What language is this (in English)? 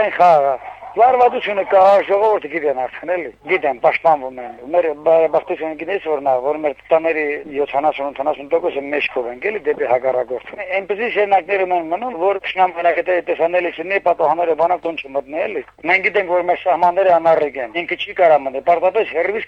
Armenian